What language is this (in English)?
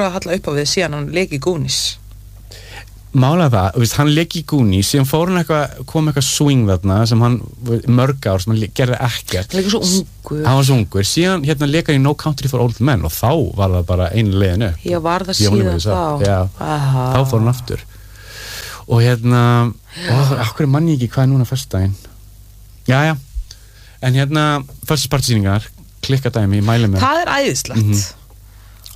Icelandic